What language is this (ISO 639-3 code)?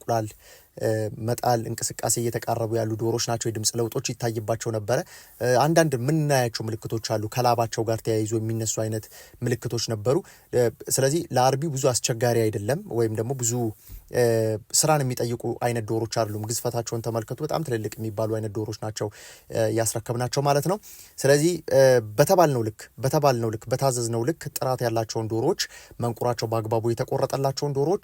amh